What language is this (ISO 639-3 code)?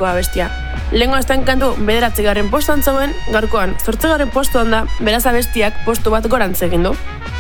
eus